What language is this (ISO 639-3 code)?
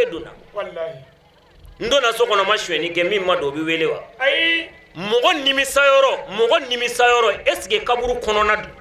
bam